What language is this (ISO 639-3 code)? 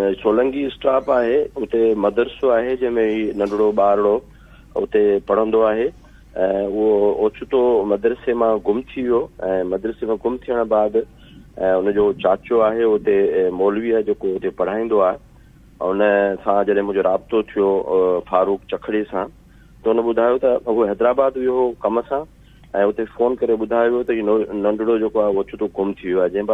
snd